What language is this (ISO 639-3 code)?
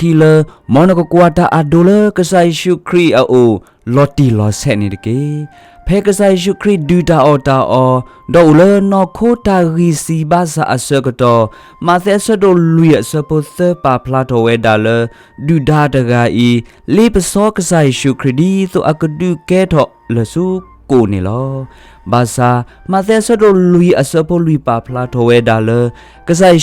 ksw